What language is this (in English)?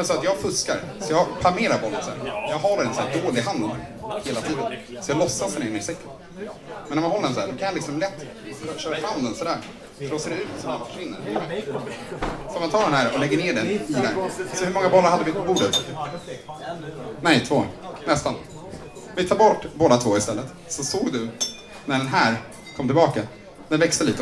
Swedish